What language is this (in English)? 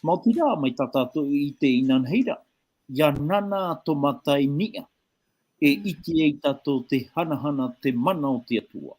Tahitian